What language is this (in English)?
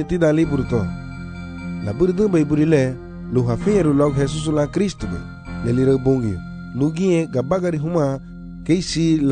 Garifuna